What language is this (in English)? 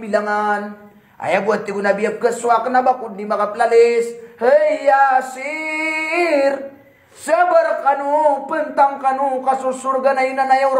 Maranao